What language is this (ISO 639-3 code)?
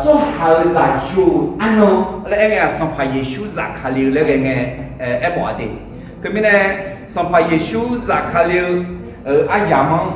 ahk